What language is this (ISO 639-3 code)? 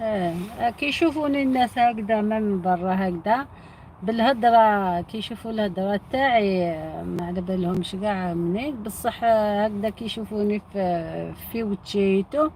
arq